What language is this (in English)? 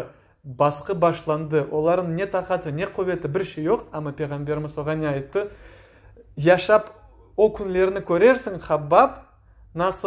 Crimean Tatar